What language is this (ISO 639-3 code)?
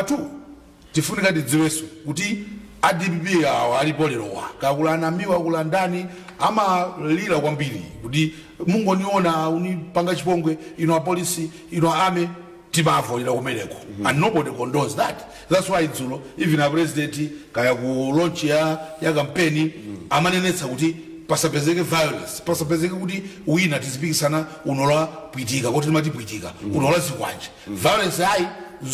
nya